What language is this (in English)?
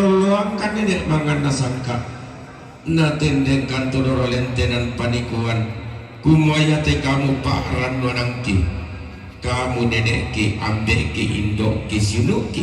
Toraja-Sa'dan